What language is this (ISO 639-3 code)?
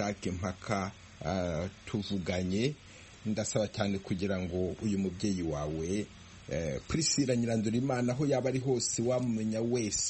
kin